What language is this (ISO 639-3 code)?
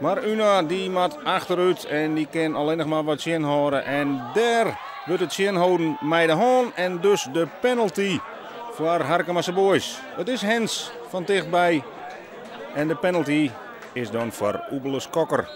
fry